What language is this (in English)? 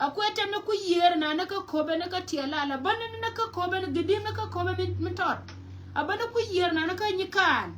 Nuer